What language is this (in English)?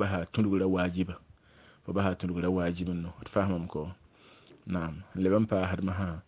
Mossi